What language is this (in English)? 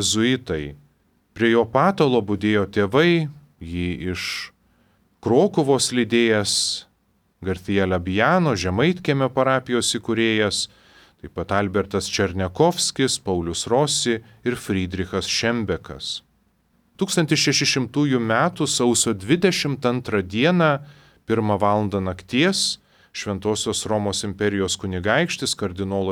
Lithuanian